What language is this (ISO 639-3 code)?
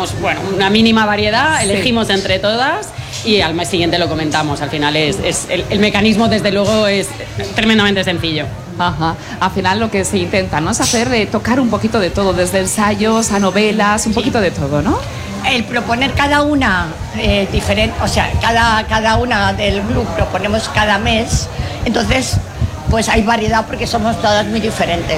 spa